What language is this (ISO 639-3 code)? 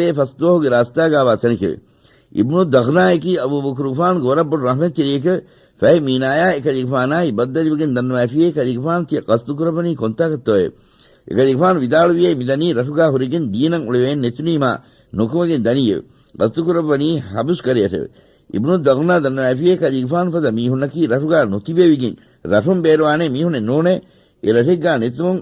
div